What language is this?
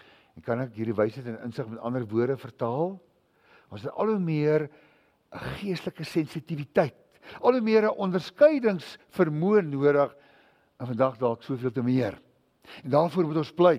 Afrikaans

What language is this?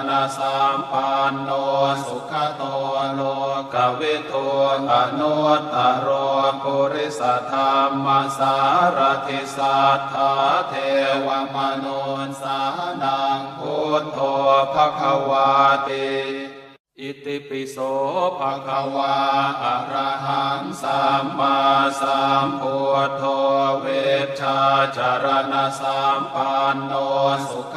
Pali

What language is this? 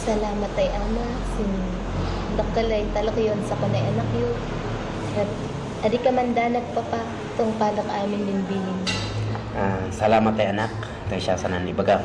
Kankanaey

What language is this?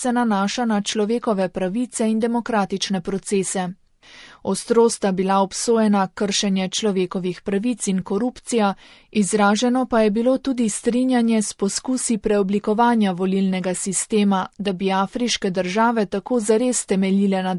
Slovenian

